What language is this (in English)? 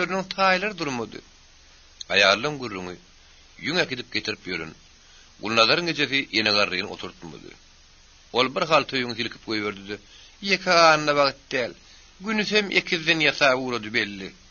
Turkmen